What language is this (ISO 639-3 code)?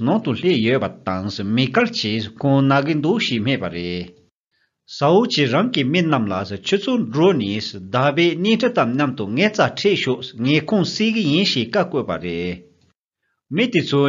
bod